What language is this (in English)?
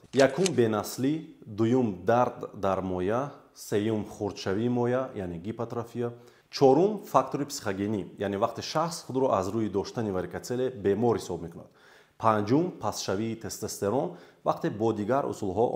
Tajik